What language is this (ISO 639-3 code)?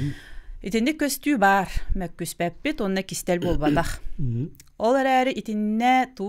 sah